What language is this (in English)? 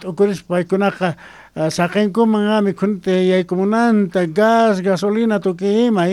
South Bolivian Quechua